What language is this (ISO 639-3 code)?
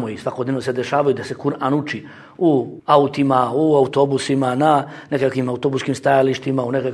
bos